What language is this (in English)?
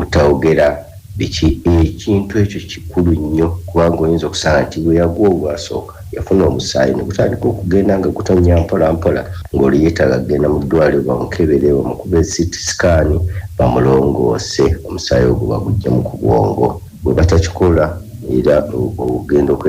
Ganda